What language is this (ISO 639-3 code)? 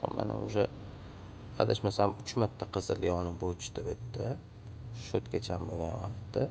uzb